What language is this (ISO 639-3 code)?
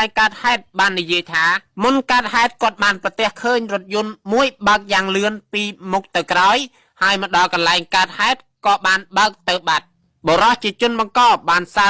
khm